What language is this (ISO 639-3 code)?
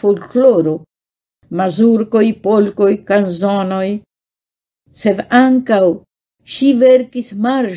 epo